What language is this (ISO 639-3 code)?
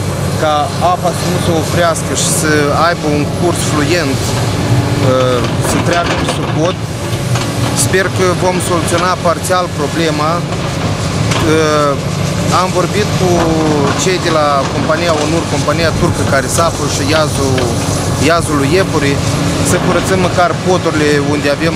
ron